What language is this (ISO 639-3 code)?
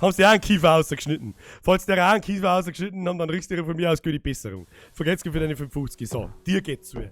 bar